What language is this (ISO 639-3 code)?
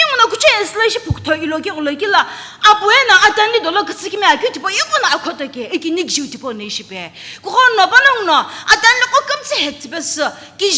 nsm